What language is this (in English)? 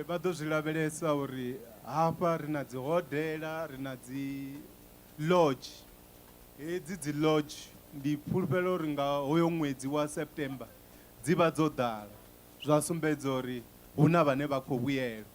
Venda